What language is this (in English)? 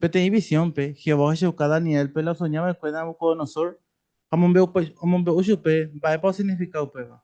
Guarani